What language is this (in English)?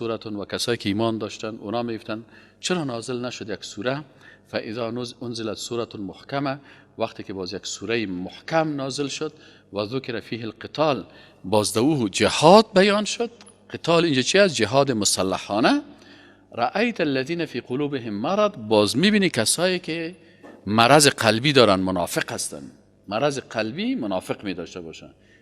Persian